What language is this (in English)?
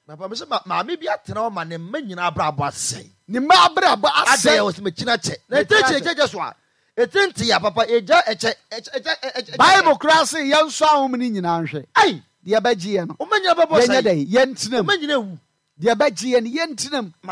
Akan